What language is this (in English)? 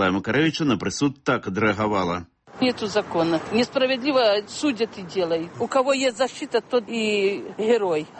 Belarusian